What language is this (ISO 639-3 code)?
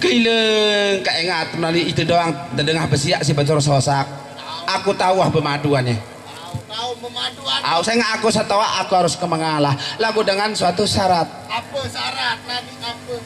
sas